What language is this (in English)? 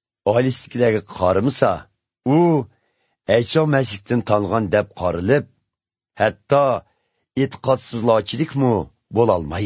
Uyghur